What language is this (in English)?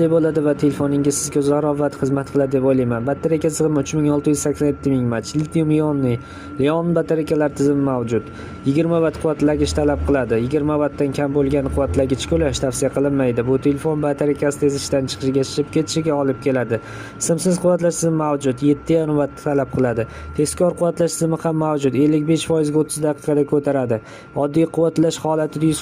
Uzbek